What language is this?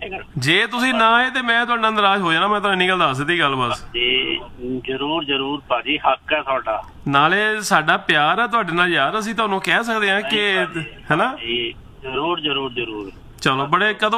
Punjabi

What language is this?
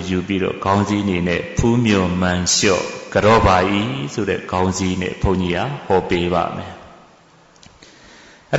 Burmese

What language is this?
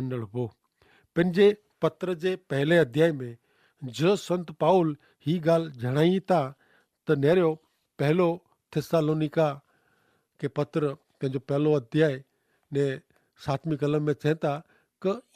Kachhi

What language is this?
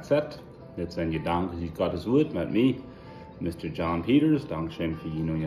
Plautdietsch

